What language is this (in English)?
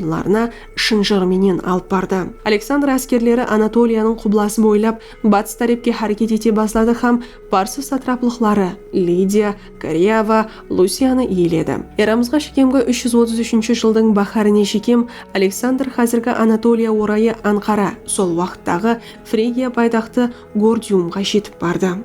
Kara-Kalpak